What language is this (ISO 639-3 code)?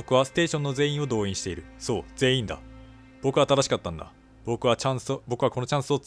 jpn